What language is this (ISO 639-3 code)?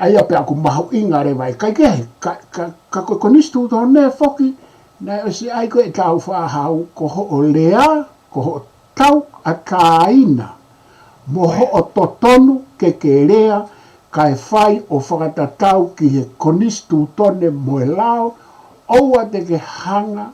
ton